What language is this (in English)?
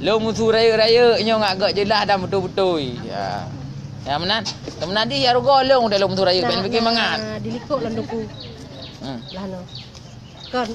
Achinese